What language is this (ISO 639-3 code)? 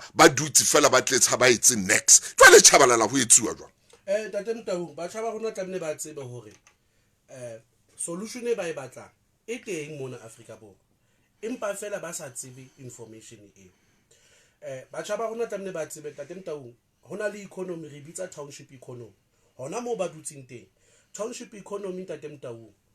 sot